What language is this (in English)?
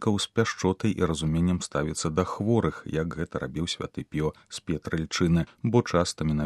Belarusian